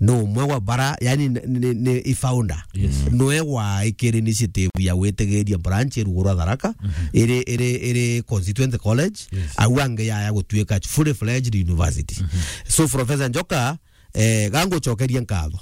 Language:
Meru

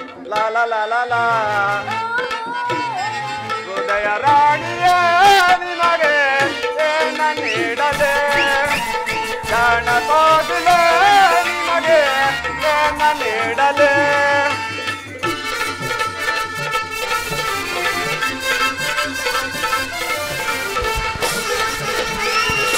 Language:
Kannada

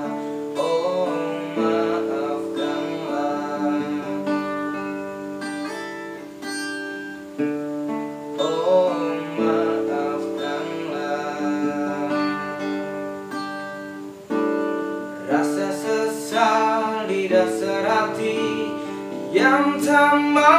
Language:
Indonesian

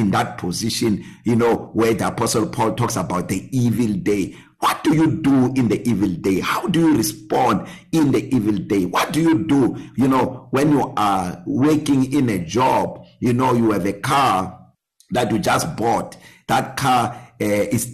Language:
English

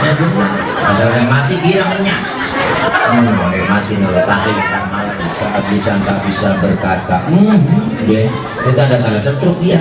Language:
Betawi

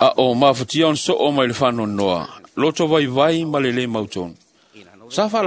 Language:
Samoan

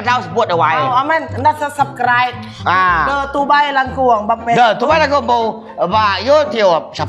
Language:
Iban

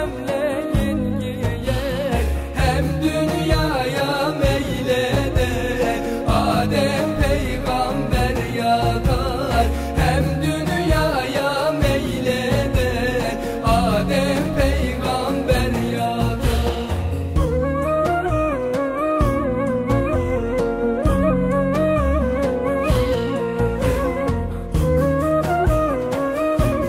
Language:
Turkish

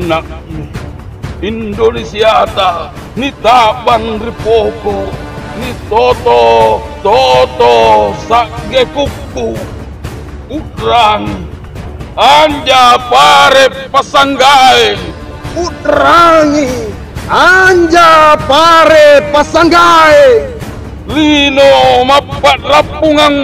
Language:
Makasar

